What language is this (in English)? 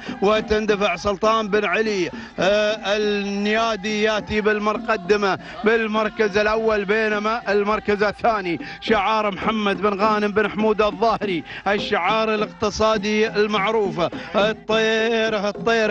Arabic